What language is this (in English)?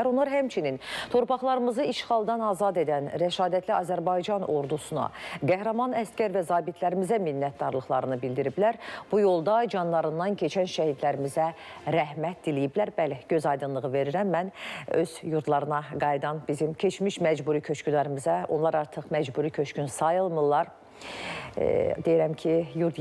Azerbaijani